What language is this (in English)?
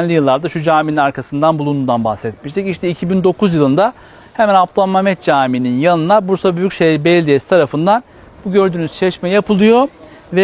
Turkish